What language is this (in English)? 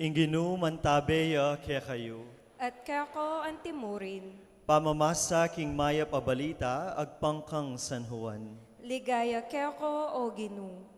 Pampanga